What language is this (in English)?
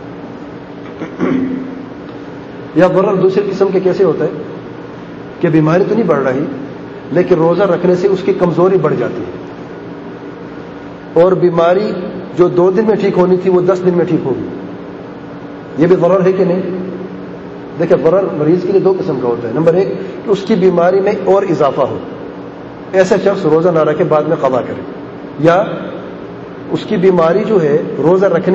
Urdu